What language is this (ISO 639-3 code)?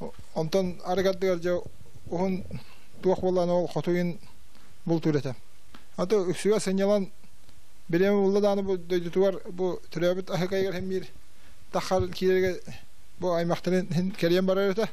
sah